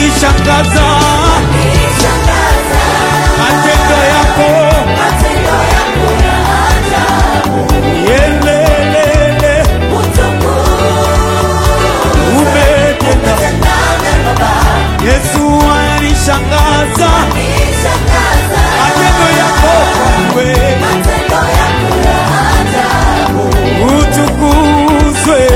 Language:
Swahili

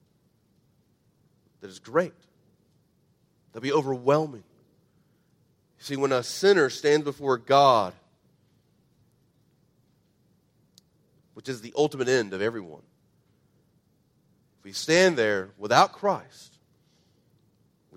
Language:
English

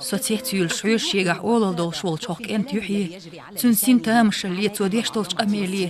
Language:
Chechen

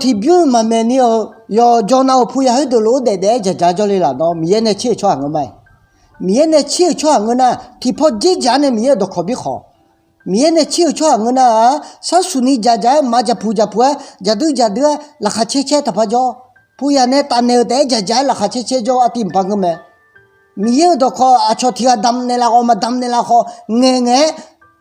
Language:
Akha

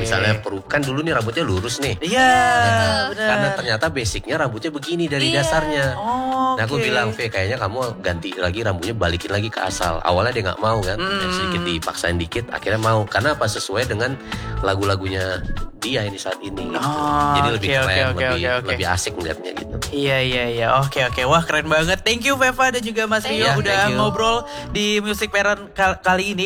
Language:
Indonesian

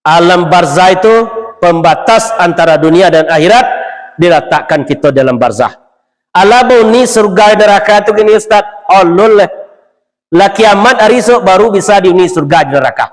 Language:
Minangkabau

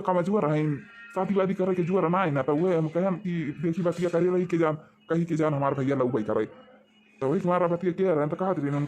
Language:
Awadhi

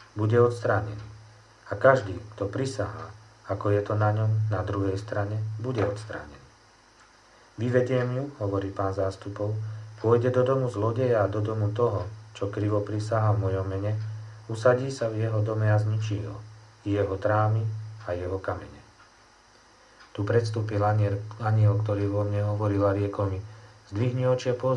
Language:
Slovak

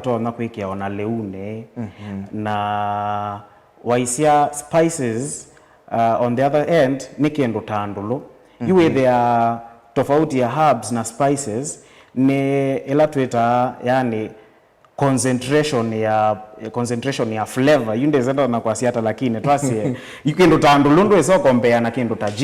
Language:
Kamba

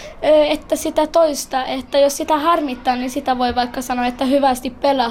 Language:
Finnish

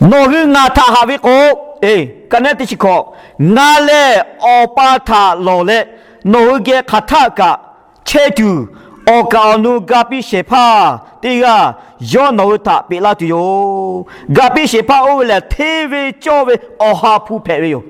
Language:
Lahu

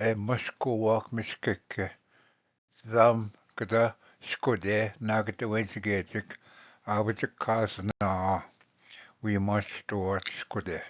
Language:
Ojibwa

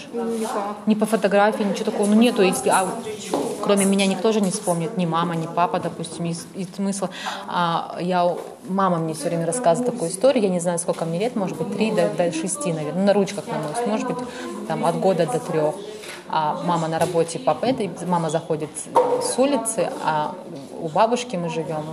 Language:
Russian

